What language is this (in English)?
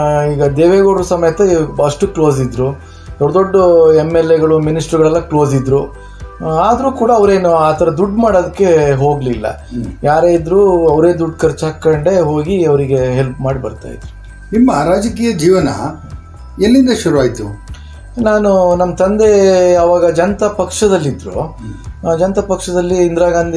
Kannada